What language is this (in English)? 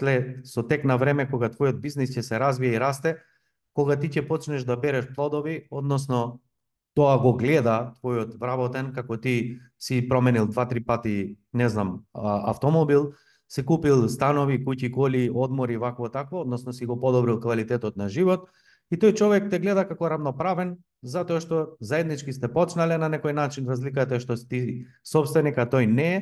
Macedonian